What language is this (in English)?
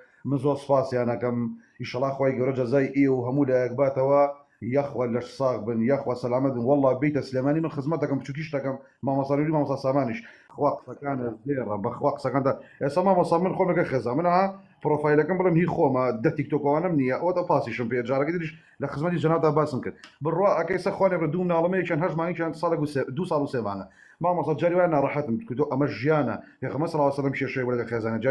Central Kurdish